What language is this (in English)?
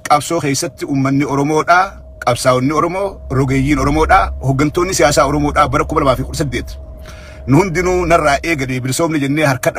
Oromo